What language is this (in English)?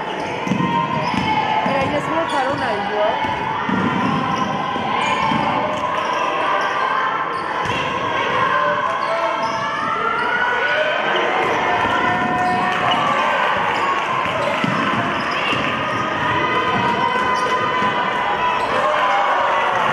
Catalan